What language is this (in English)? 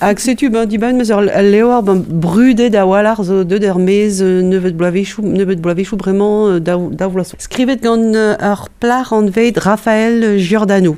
Breton